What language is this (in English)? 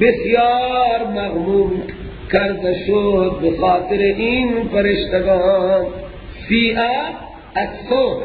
Persian